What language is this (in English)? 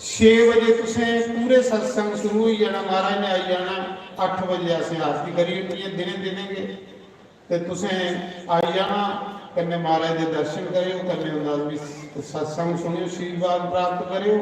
Dogri